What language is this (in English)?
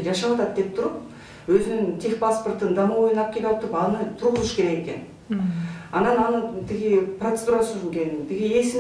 Kyrgyz